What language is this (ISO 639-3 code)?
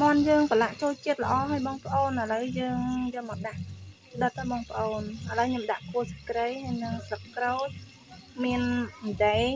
khm